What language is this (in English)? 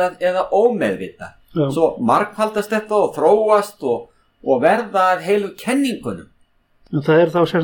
Icelandic